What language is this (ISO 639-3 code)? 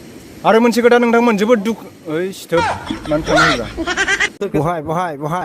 brx